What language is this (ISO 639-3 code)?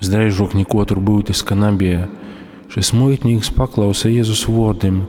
ltg